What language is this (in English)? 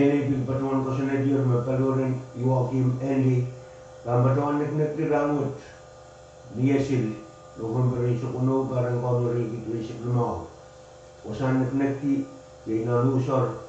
Pohnpeian